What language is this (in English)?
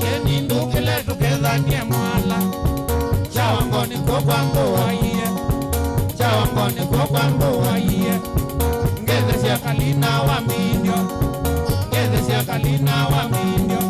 Kamba